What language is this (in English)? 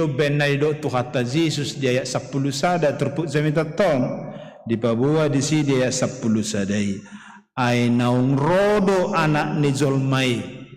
Batak Toba